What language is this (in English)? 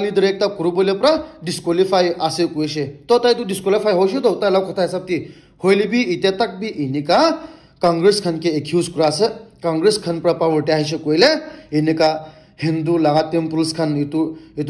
Naga Pidgin